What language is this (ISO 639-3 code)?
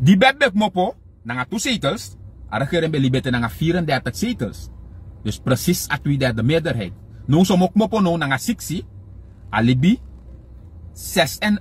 srn